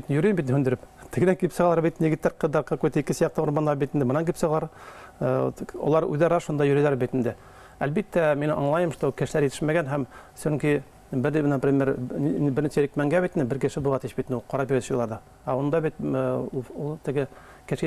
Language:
Bashkir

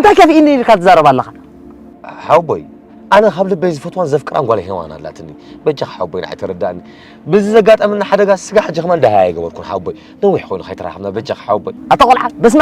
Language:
Tigrinya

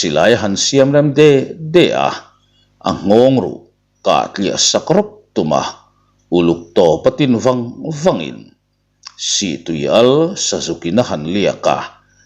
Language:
Mizo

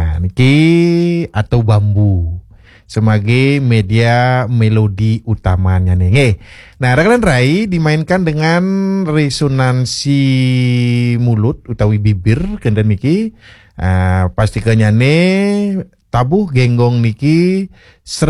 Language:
Balinese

